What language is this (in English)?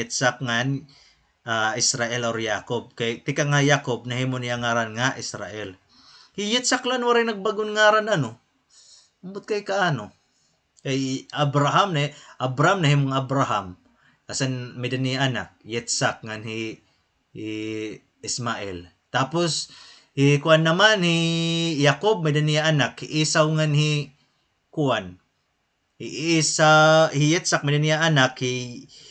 Waray